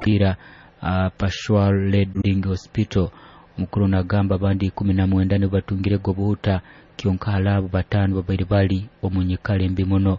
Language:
Nyoro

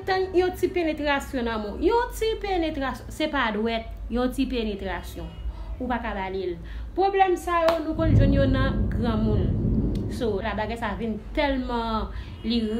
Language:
Haitian Creole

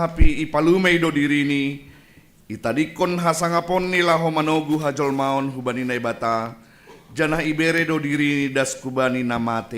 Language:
Batak Simalungun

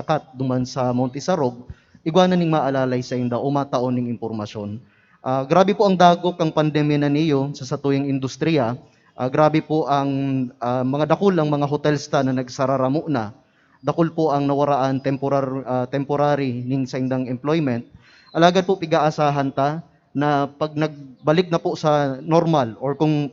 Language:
Bikol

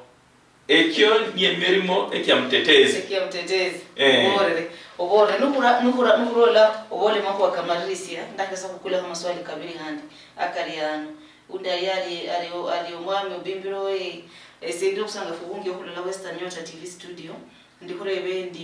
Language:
Luyia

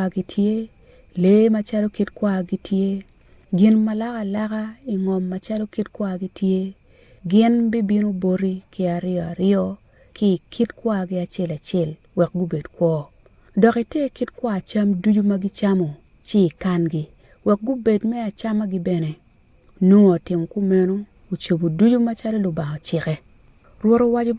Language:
Acoli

